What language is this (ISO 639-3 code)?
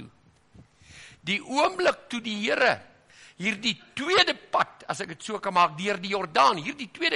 afr